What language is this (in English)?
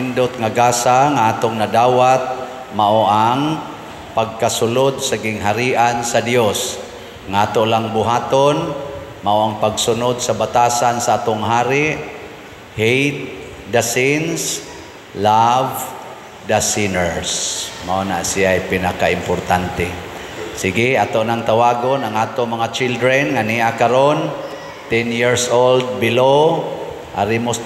Cebuano